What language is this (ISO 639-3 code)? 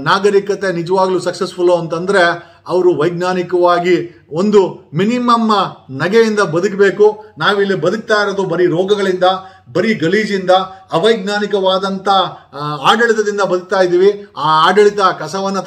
kan